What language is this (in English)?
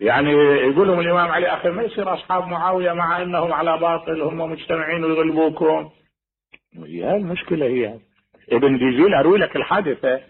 Mesopotamian Arabic